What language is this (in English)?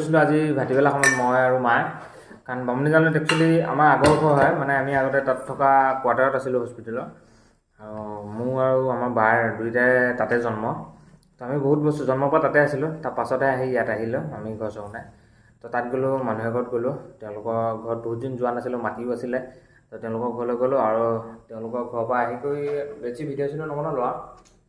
Assamese